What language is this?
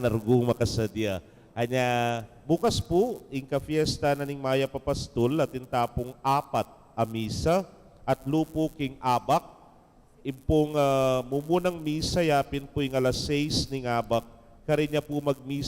Pampanga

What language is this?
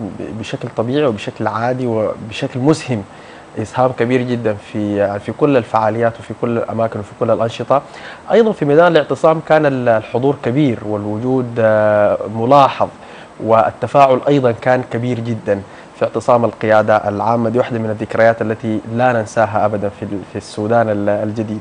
Sudanese Arabic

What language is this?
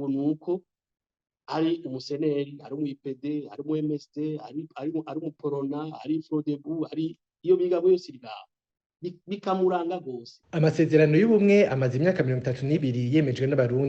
Rundi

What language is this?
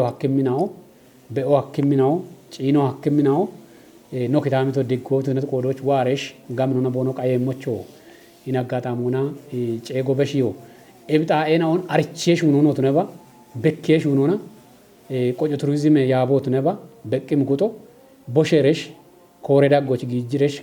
Kafa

